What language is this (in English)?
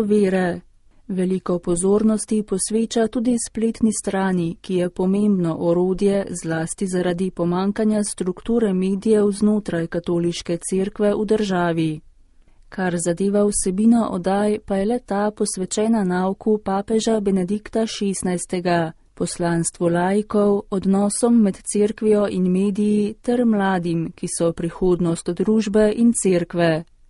Slovenian